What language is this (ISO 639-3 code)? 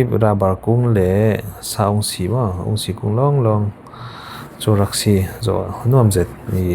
cfm